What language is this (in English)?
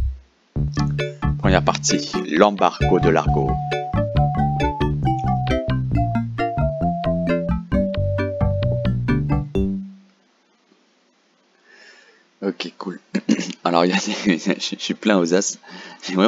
French